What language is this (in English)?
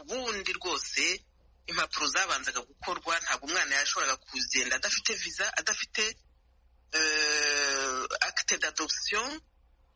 Kinyarwanda